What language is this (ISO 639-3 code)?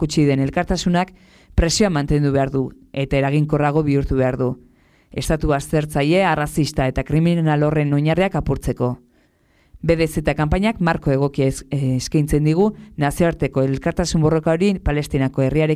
eus